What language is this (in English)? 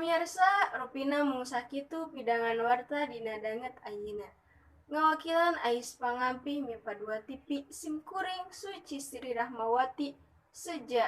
Sundanese